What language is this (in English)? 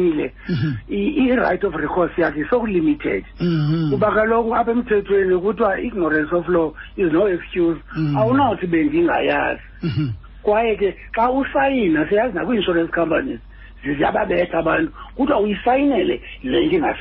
Xhosa